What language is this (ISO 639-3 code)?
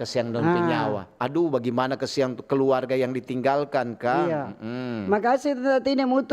xmm